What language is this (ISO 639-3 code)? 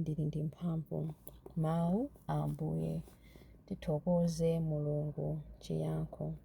nya